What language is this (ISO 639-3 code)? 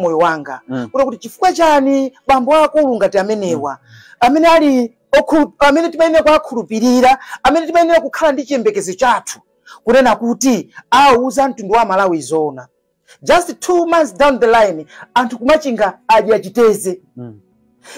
nya